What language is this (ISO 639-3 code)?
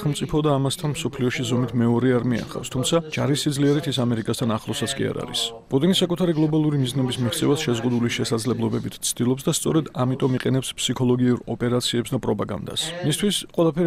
kat